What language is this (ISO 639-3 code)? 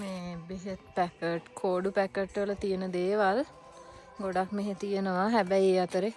sin